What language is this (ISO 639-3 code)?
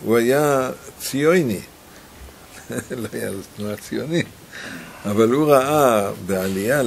heb